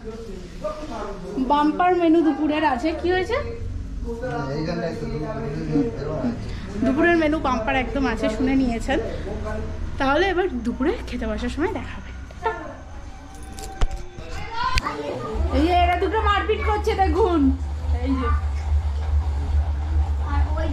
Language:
Bangla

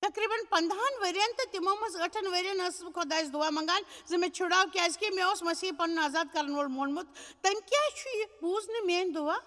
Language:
Kashmiri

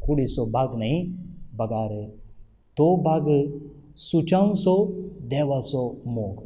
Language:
Konkani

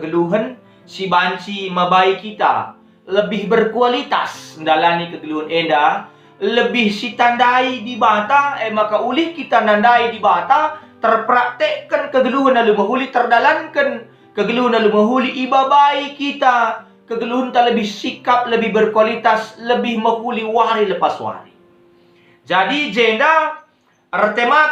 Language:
Batak Karo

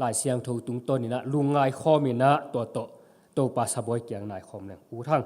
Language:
Tedim Chin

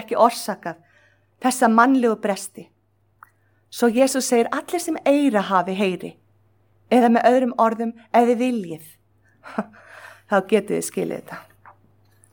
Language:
Icelandic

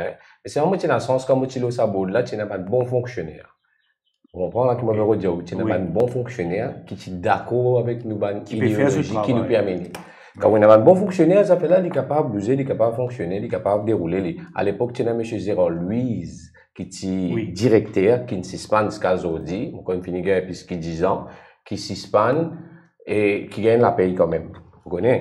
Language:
Morisyen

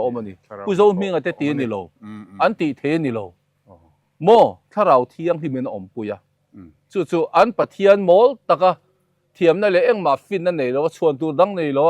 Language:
Mizo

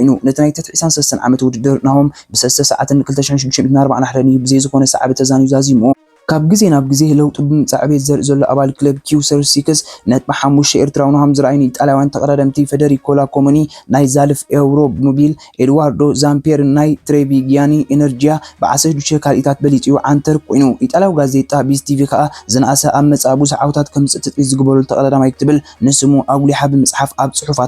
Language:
Tigrinya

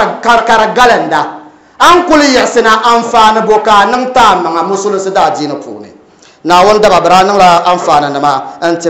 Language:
Dagbani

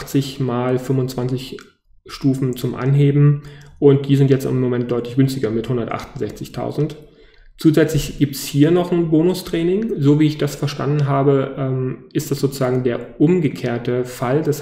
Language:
German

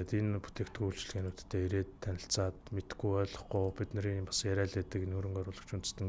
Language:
Mongolian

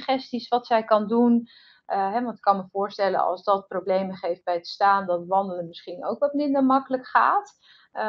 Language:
Dutch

